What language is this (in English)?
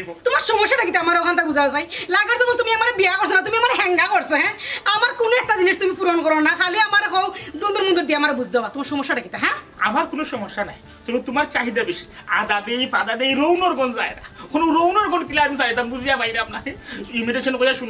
Sylheti